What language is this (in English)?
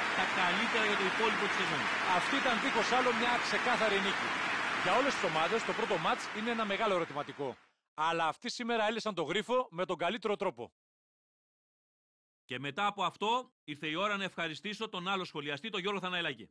Greek